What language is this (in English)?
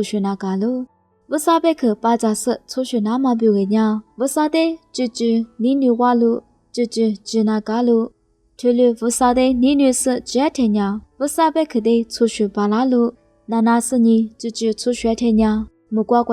Lisu